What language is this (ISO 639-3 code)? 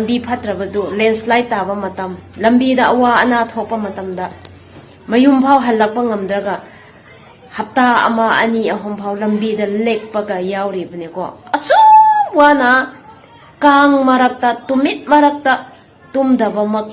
mni